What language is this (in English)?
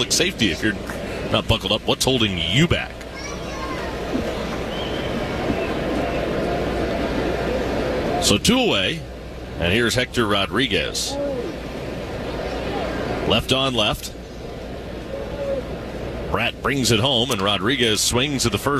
English